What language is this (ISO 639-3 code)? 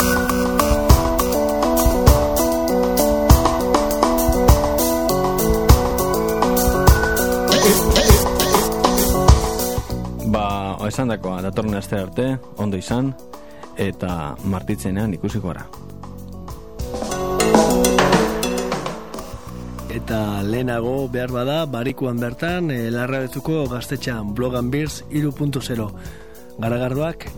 eus